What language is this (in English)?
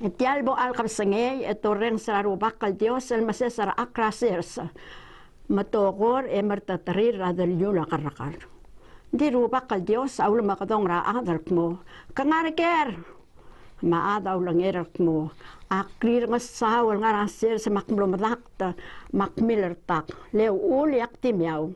Palauan